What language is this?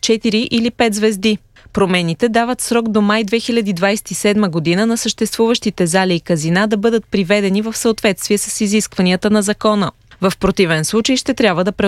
Bulgarian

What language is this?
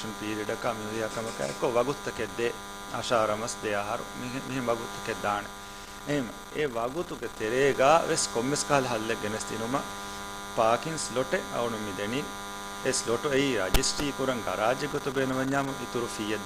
Divehi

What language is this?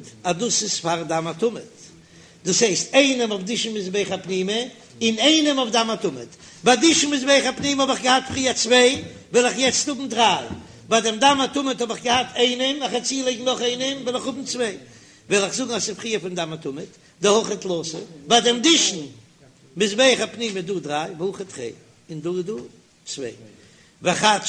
Yiddish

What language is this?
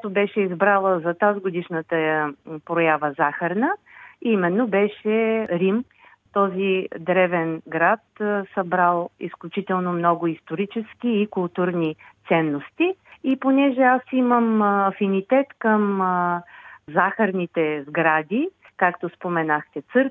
Bulgarian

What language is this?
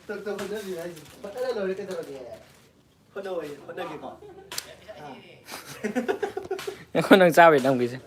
Manipuri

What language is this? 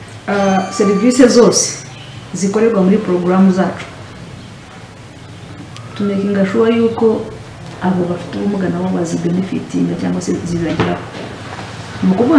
Kinyarwanda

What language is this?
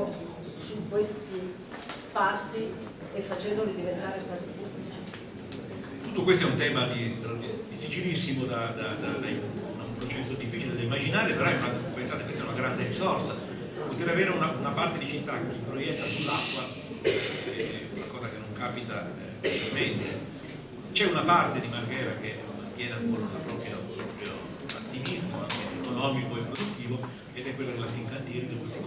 Italian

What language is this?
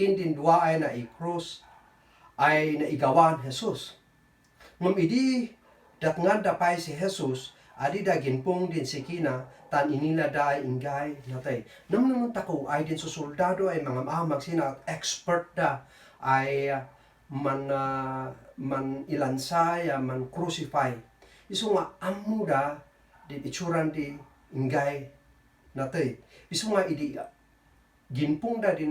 Kankanaey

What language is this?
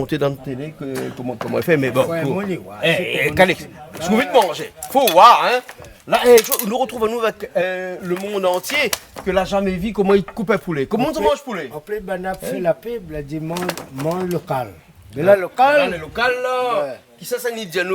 Réunion Creole French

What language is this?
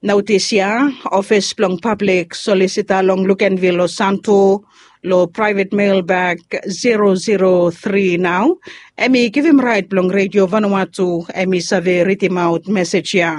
Bislama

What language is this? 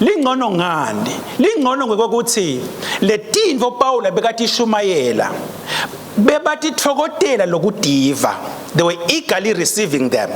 Swati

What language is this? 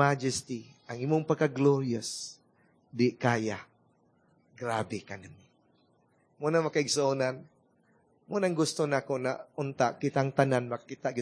Cebuano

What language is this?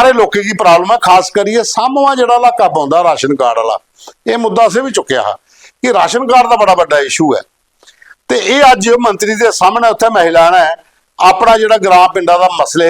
Dogri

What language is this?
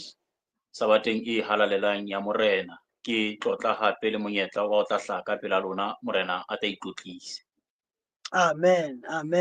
Southern Sotho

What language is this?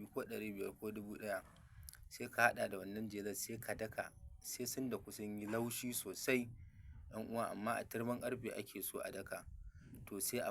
Hausa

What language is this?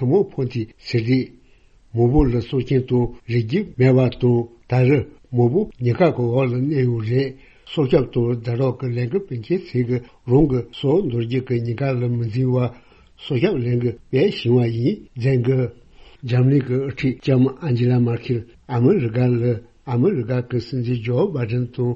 Tibetan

